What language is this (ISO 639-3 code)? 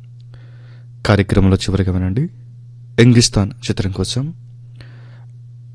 tel